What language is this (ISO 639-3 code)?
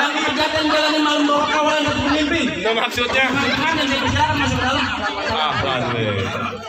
bew